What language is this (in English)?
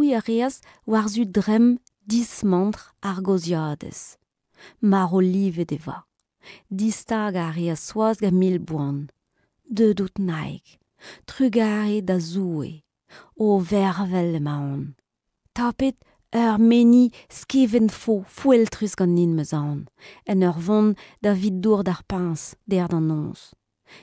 Breton